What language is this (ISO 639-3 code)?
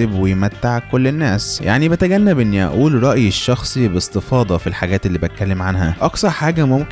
arz